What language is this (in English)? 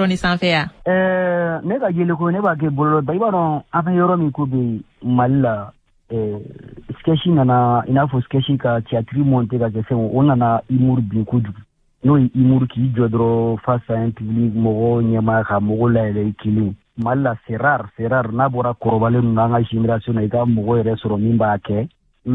Bambara